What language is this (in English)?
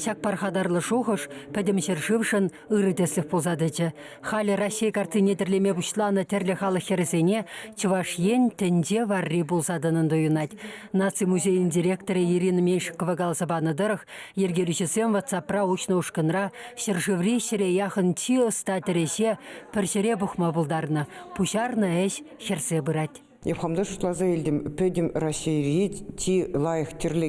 Chuvash